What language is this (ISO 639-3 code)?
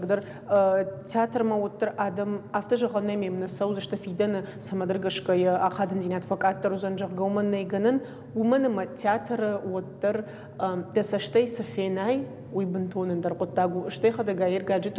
oss